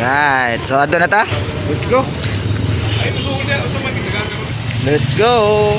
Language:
Cebuano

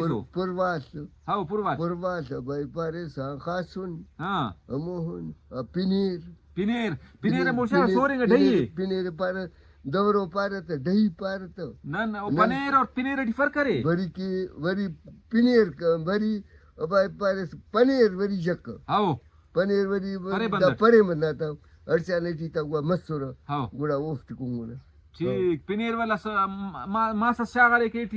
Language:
Brahui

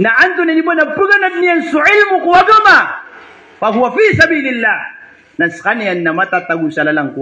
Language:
Maranao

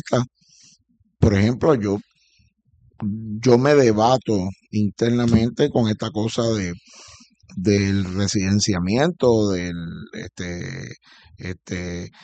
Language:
Spanish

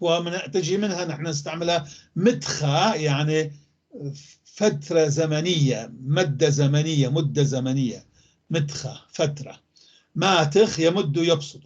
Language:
North Levantine Arabic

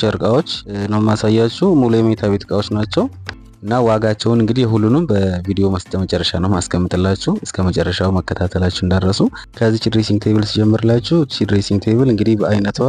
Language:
Amharic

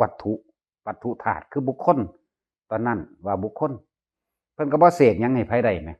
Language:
Northeastern Thai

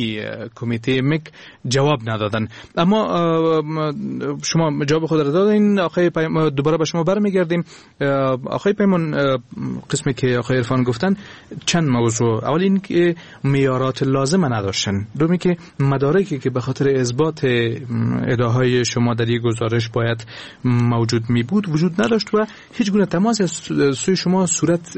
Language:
Persian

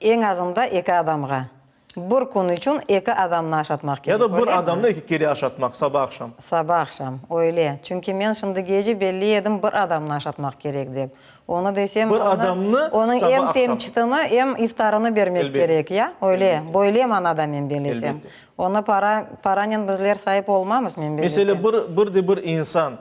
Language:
Crimean Tatar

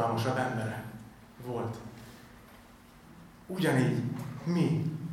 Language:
Hungarian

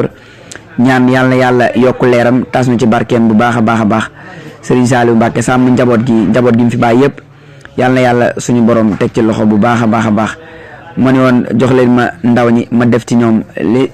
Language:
Wolof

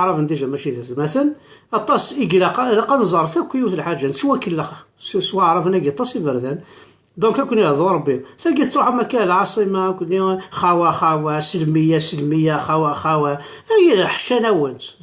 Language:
Kabyle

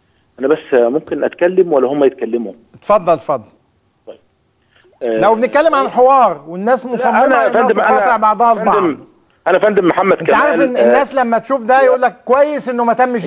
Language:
Egyptian Arabic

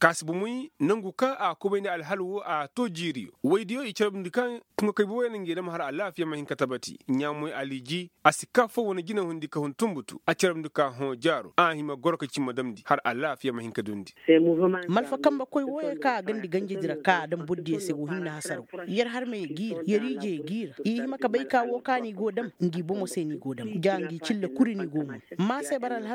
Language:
Koyraboro Senni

